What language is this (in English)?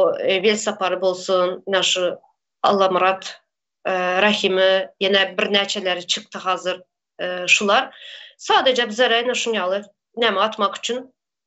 Turkmen